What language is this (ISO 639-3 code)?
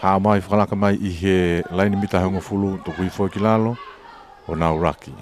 ton